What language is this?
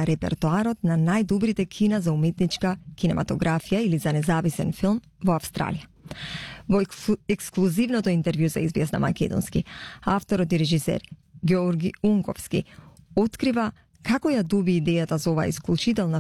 Macedonian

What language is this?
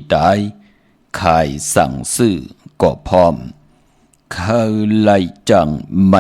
Shan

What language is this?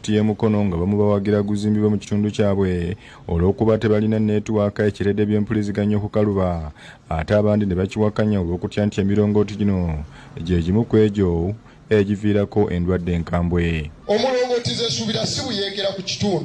Ganda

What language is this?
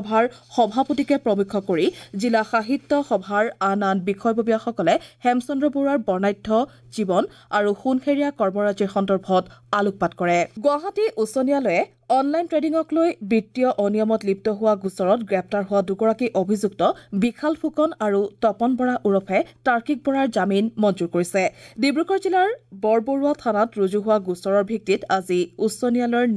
Assamese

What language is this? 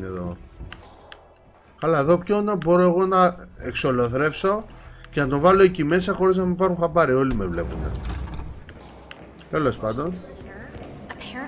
Greek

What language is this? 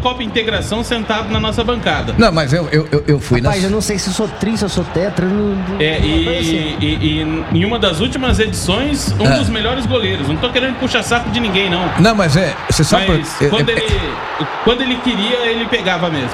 Portuguese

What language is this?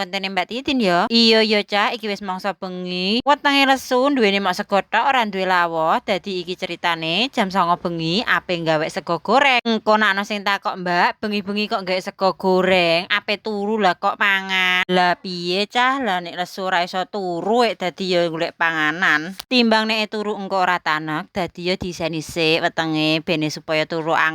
Javanese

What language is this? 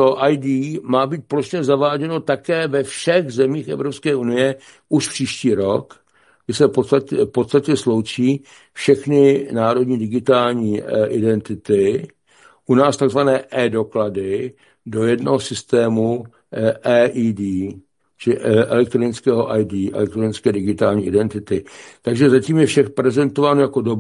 Czech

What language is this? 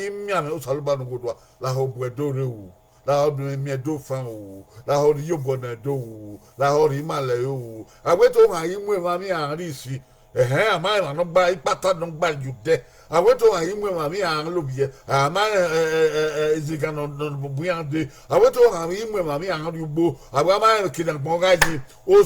Bini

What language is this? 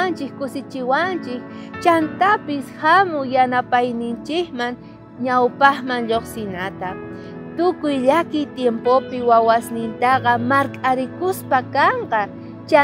South Bolivian Quechua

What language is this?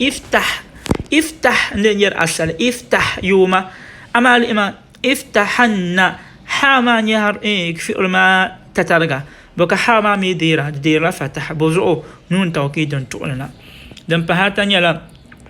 Dagbani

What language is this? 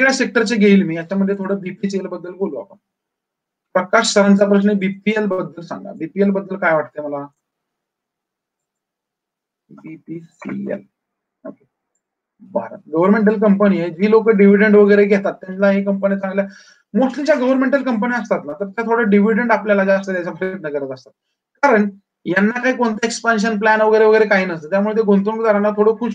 Marathi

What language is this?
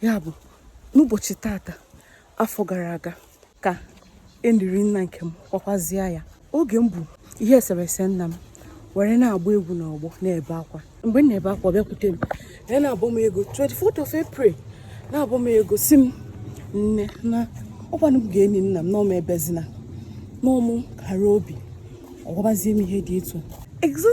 Igbo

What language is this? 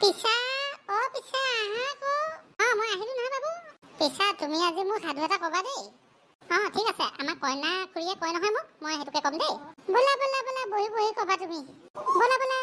Assamese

